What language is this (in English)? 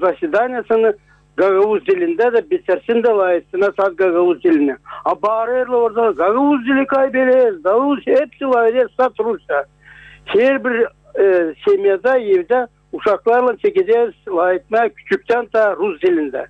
Gagauz